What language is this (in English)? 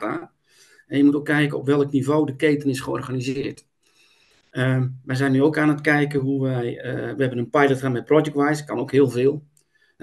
Dutch